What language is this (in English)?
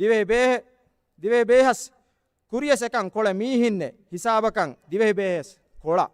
Divehi